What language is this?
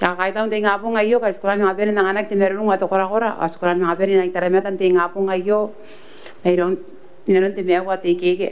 Gilbertese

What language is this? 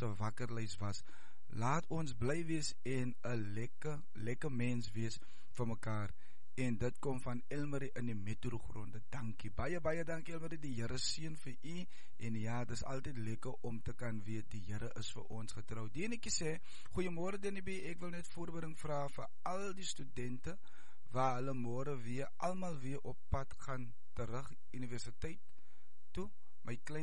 Afrikaans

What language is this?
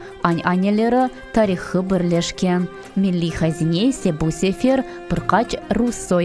Crimean Tatar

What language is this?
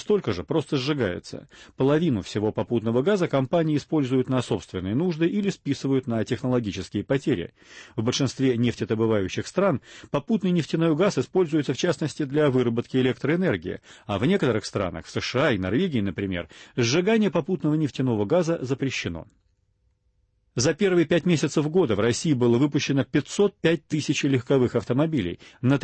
Russian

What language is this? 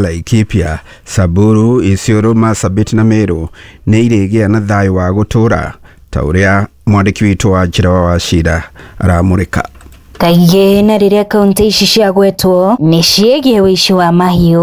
Kikuyu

